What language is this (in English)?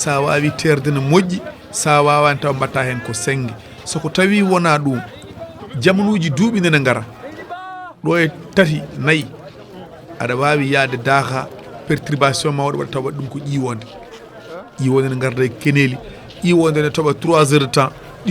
Fula